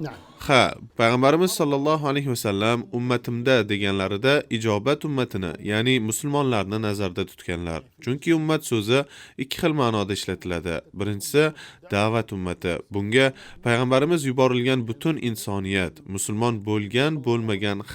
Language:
Uzbek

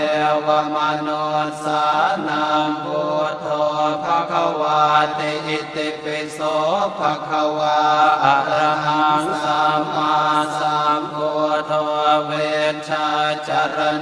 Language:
Pali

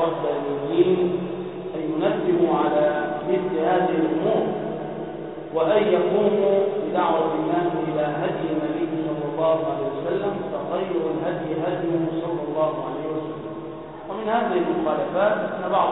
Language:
Arabic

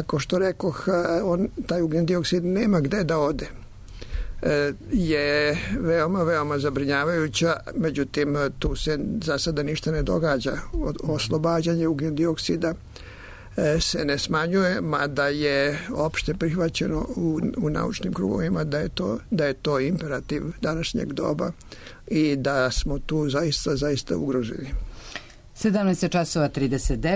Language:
Serbian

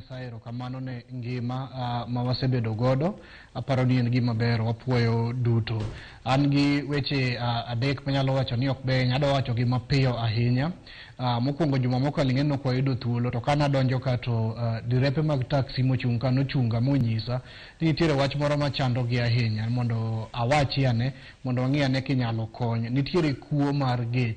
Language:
Luo (Kenya and Tanzania)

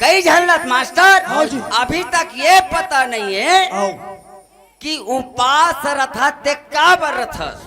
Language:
Chhattisgarhi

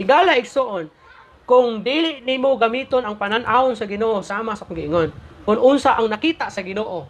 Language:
Cebuano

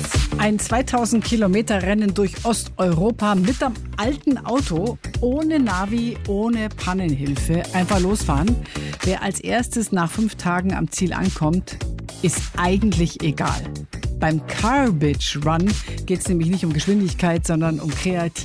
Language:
German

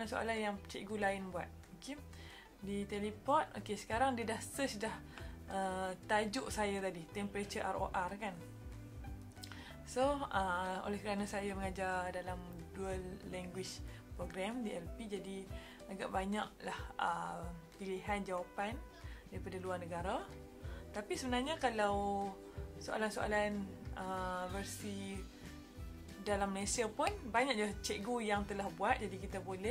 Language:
Malay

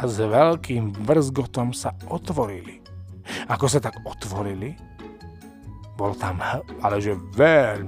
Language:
Slovak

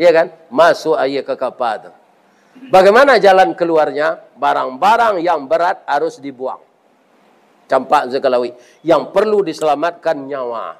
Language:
Minangkabau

